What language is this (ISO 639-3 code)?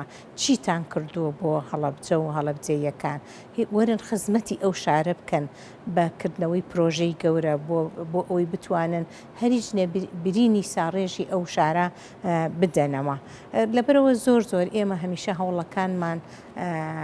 ckb